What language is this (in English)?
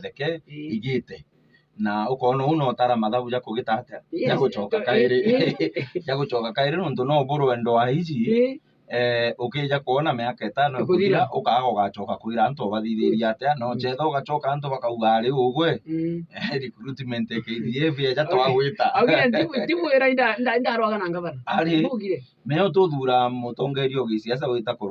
Meru